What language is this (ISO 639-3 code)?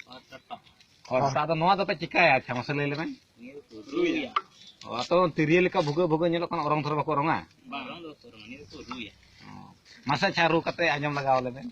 sat